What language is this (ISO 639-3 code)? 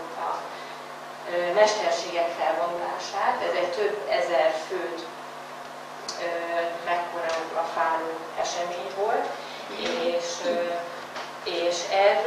hun